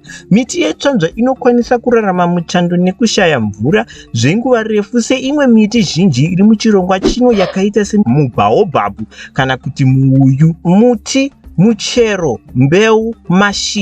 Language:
Shona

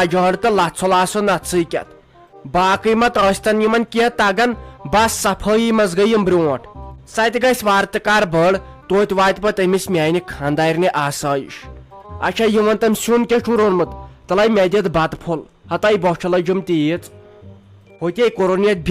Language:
Kashmiri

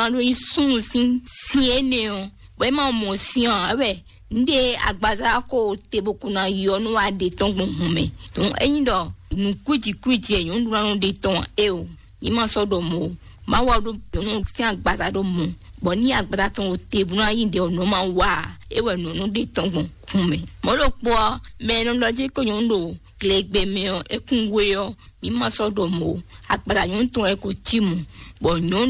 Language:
Fon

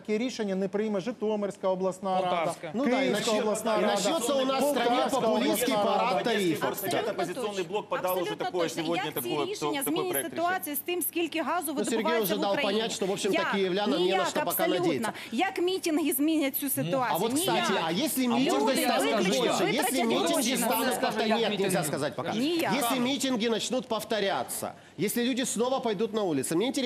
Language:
Ukrainian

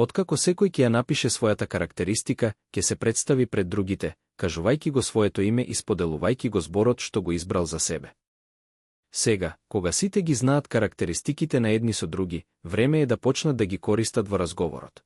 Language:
Macedonian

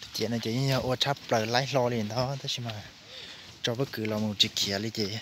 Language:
Hmong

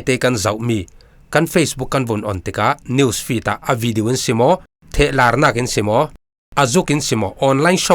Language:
Falam Chin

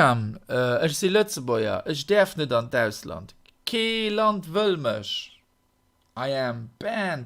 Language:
Luxembourgish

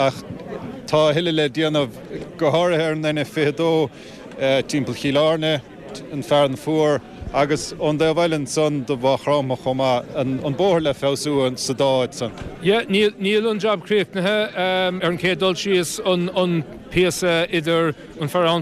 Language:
Irish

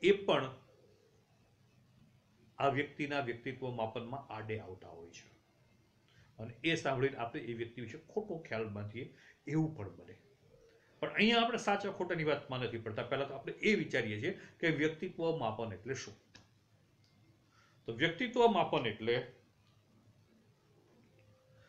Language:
Gujarati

